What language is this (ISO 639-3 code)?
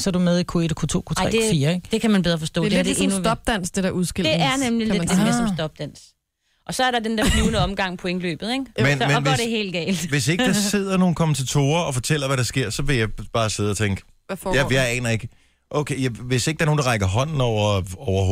dan